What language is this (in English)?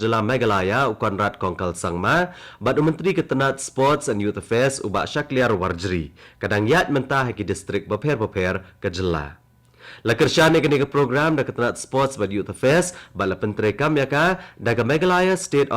Khasi